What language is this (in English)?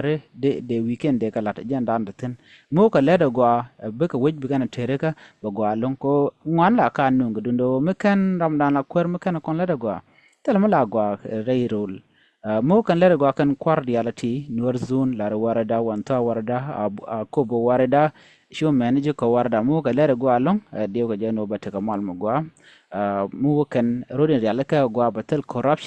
Nuer